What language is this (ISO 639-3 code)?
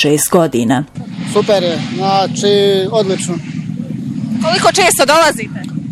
bos